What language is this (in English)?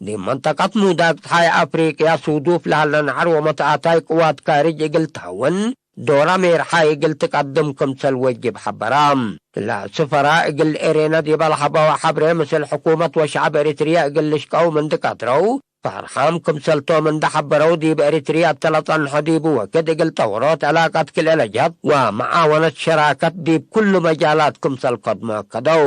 Tigre